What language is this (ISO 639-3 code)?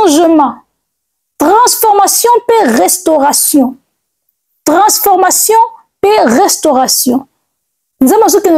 lin